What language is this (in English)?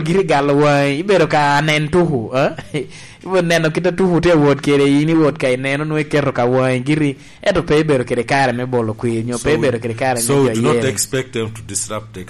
Lango (Uganda)